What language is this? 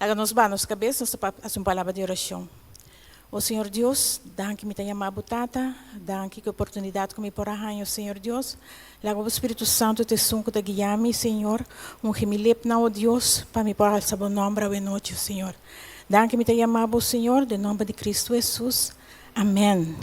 Papiamento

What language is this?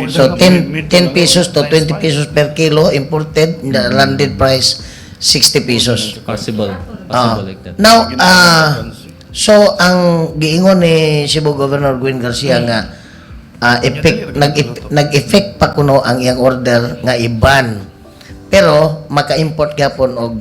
Cebuano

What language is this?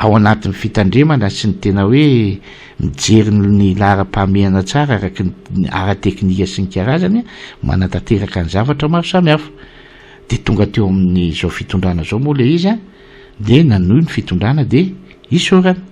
Malagasy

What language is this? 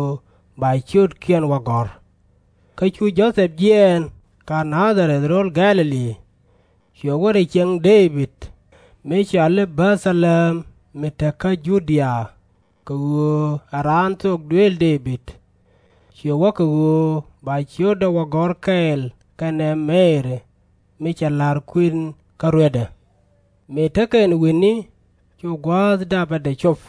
Nuer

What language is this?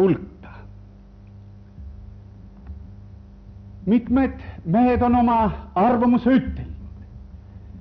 Estonian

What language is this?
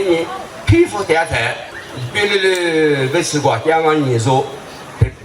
Lisu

